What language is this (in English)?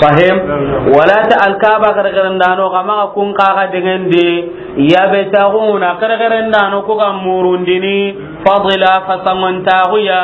Soninke